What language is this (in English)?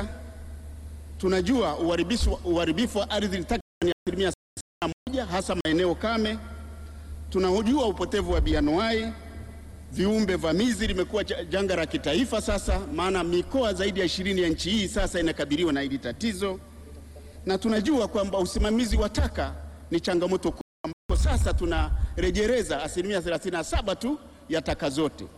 Swahili